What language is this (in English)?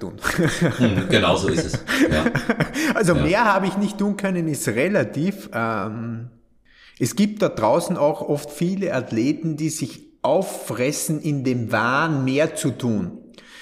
German